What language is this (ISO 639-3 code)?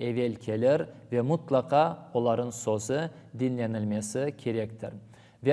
crh